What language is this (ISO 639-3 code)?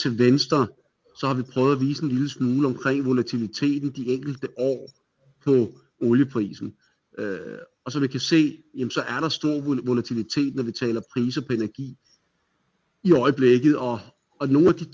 dan